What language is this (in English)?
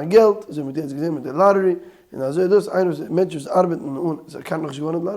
Yiddish